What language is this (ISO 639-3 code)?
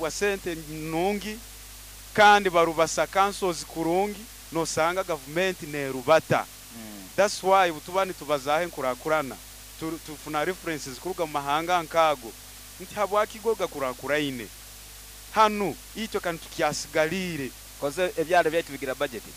nyo